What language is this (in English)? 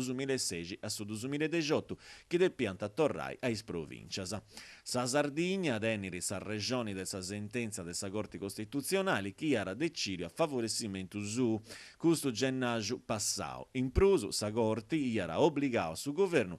Sardinian